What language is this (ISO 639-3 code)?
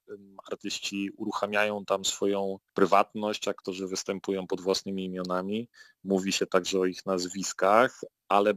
pol